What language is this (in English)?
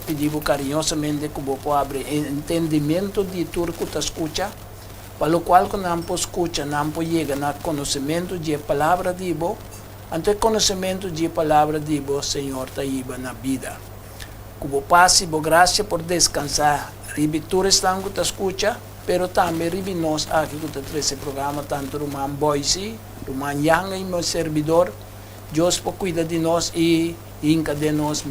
Papiamento